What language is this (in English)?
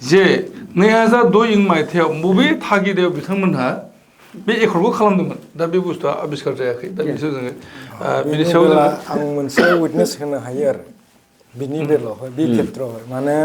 Bodo